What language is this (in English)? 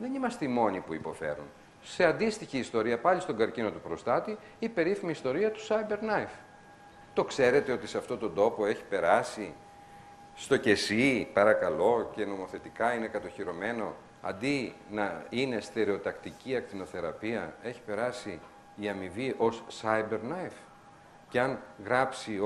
Greek